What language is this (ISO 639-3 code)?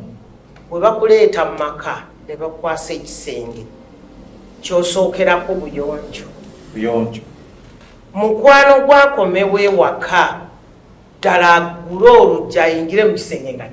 lug